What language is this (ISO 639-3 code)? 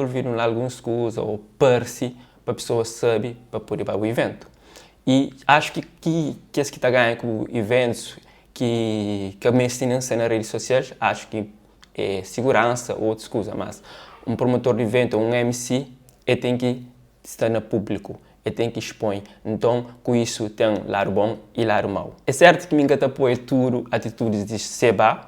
kea